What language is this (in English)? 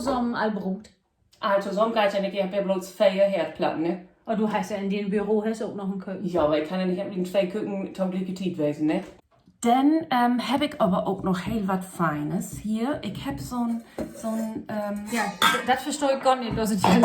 Low German